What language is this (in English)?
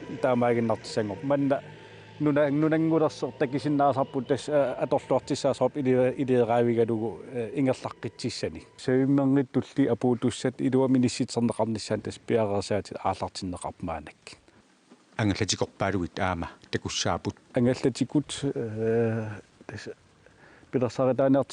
Kalaallisut